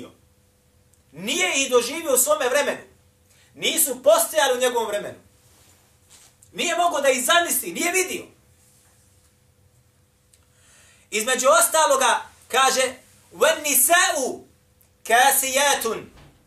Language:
Bosnian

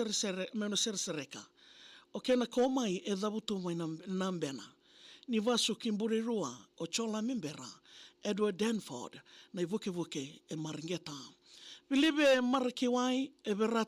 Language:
Fijian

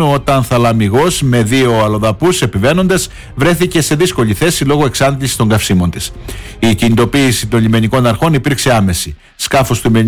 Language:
Greek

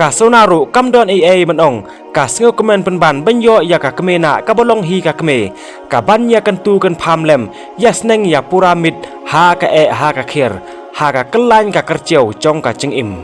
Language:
Khasi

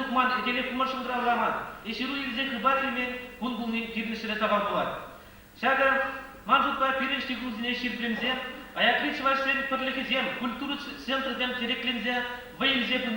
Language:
Chuvash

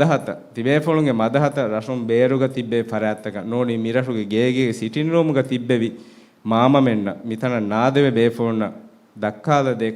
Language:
Divehi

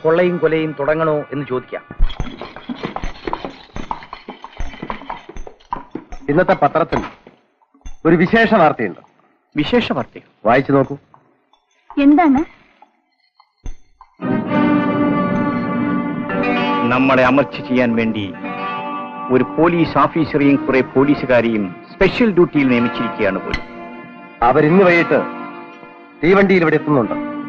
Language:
Malayalam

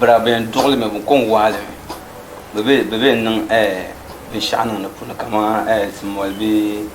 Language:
Dagbani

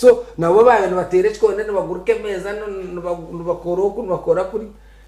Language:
Nyankole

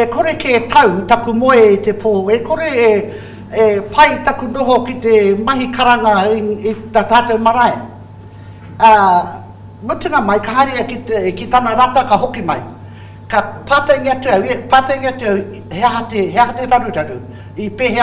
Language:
Māori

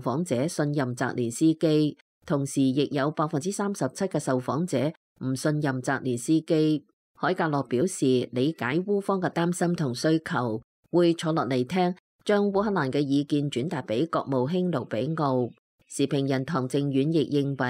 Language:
Cantonese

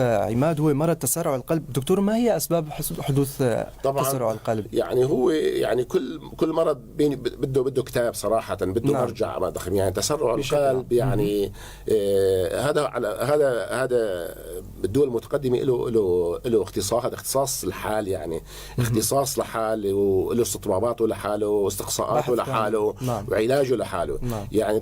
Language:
North Levantine Arabic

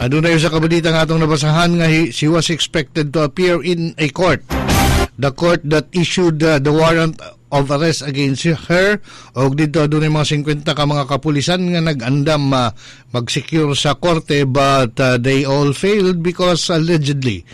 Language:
Cebuano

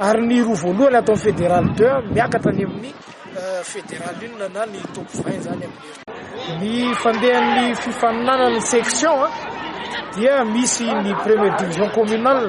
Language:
Malagasy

